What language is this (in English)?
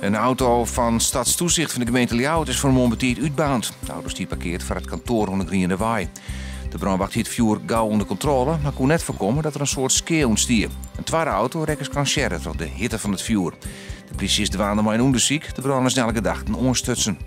Western Frisian